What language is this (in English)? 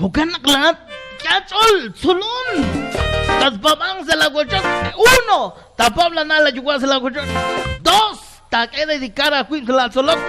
Kekchí